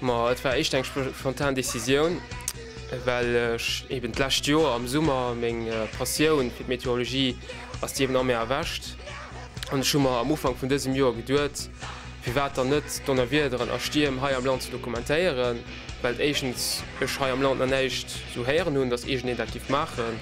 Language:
Luxembourgish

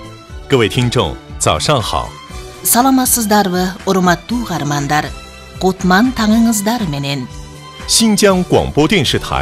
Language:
Kyrgyz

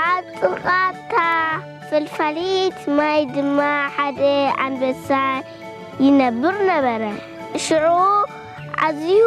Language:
Tigrinya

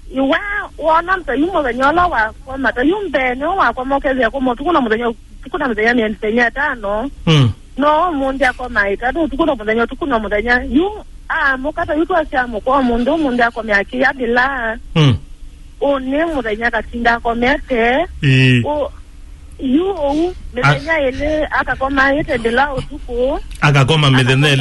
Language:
Kamba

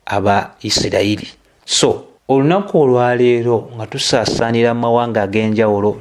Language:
Ganda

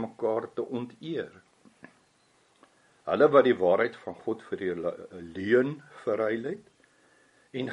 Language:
Afrikaans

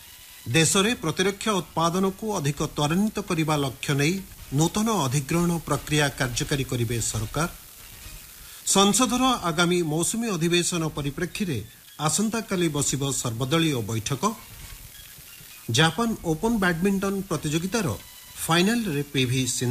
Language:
Odia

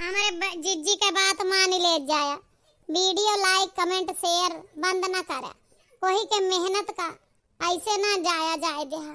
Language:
Awadhi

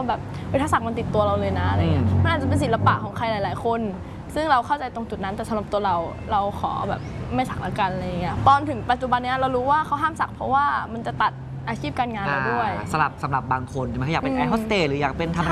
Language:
Thai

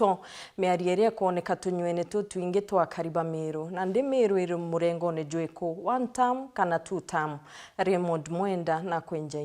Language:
Meru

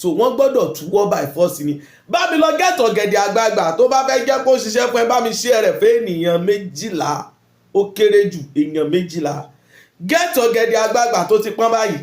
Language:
Yoruba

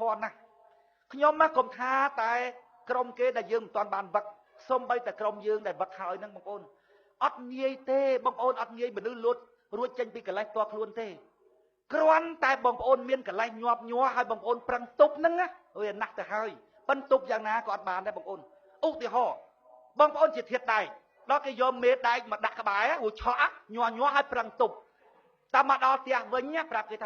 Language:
Khmer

